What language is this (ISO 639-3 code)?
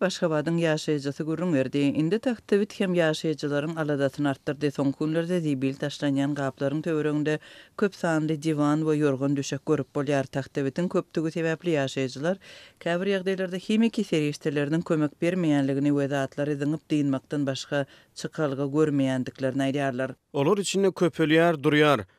tuk